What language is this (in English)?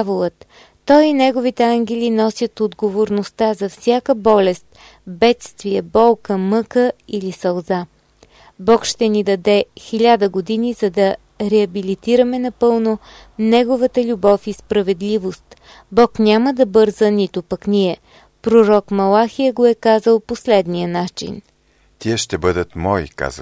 Bulgarian